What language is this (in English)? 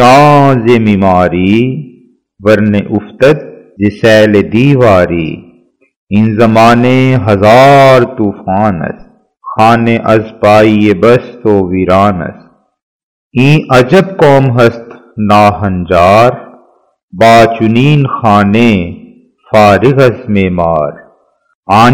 Urdu